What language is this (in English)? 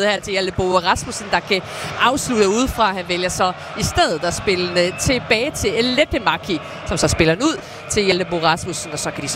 Danish